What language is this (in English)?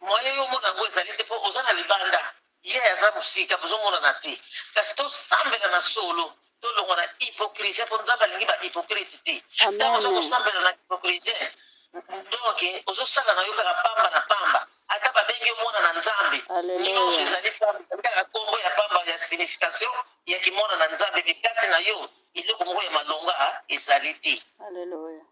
Lingala